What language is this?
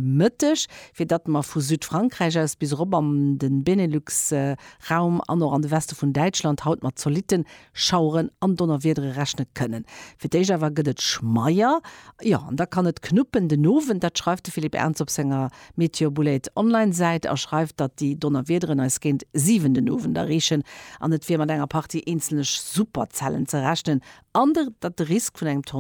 Luxembourgish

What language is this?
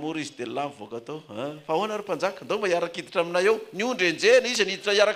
Malagasy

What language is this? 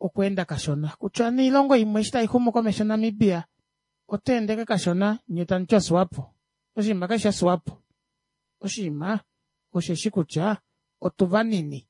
Kuanyama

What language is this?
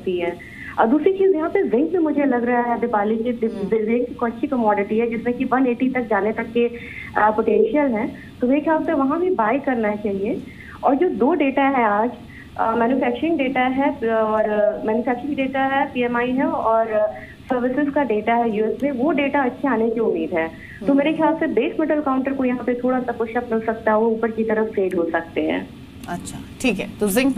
Hindi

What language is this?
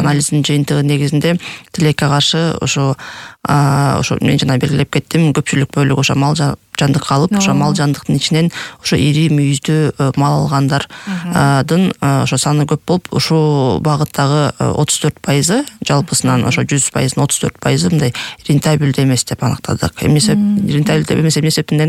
Kyrgyz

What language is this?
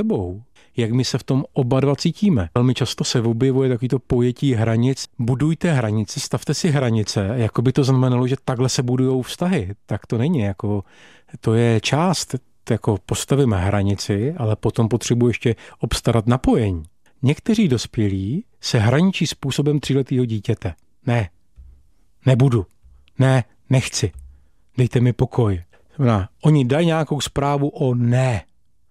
Czech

